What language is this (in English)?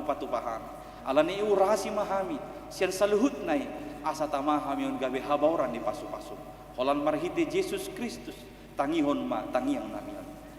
Batak Toba